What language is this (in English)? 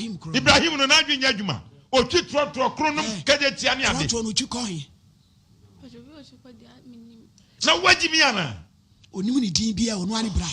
Akan